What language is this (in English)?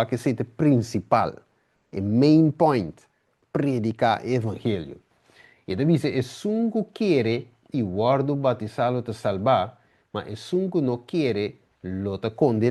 Papiamento